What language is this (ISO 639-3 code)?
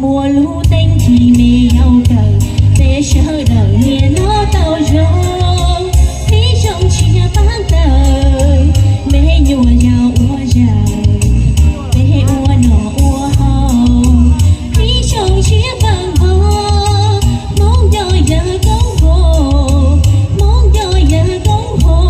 hmn